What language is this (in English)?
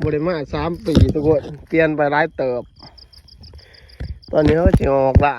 Lao